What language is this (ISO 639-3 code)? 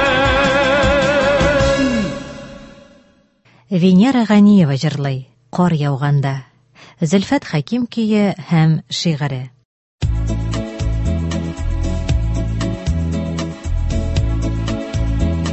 tat